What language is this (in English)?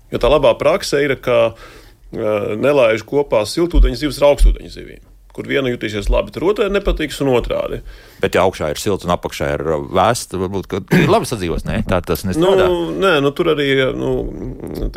Latvian